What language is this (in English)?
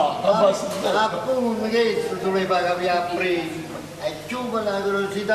Neapolitan